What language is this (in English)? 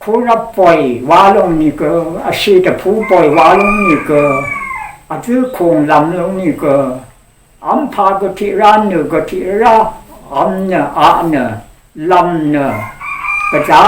Rawang